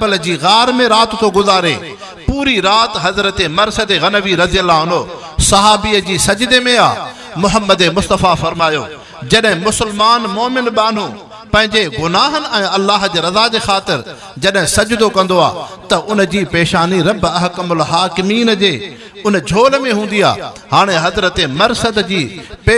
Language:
Sindhi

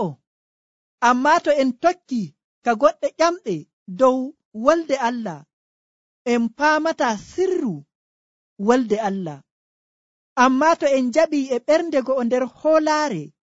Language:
Nigerian Fulfulde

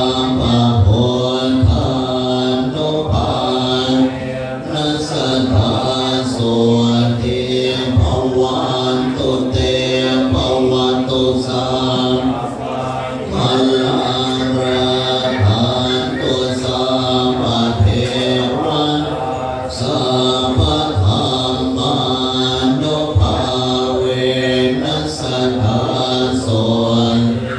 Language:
Pali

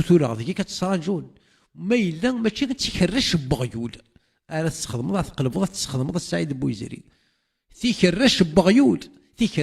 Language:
Kabyle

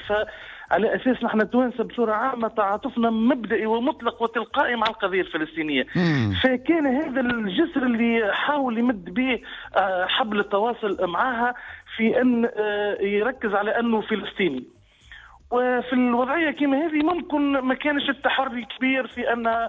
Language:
Tunisian Arabic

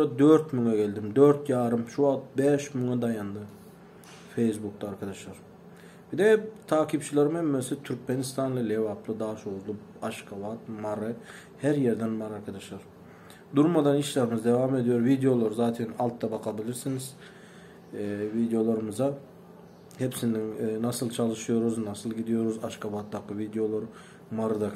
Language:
Turkmen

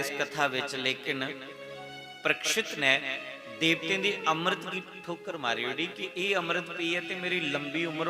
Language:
Dogri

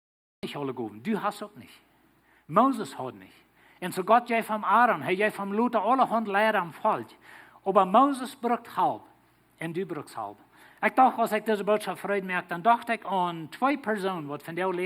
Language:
Plautdietsch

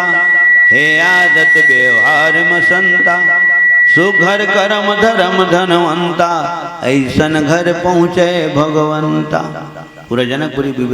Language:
Chhattisgarhi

